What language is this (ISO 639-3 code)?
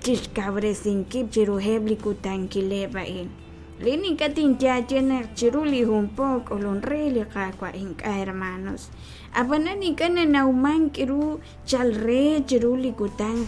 kek